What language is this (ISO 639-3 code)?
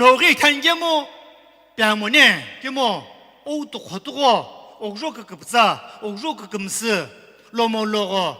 nsm